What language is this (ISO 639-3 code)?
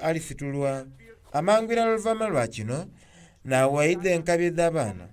xog